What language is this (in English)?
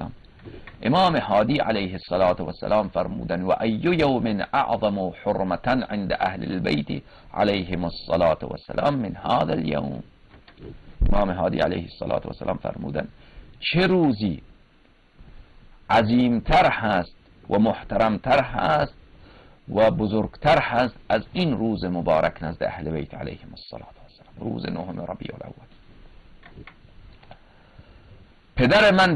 Persian